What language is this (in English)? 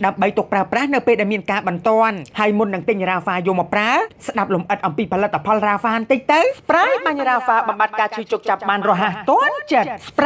Khmer